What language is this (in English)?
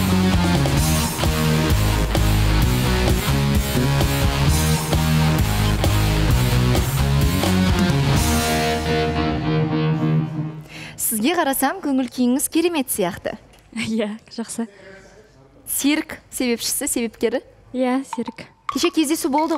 Kazakh